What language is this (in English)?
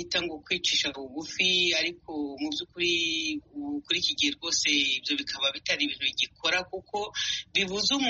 Kinyarwanda